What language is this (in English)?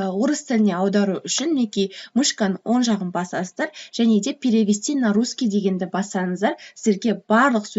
Kazakh